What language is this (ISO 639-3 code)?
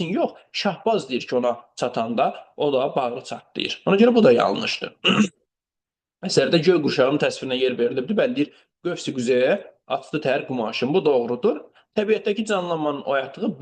aze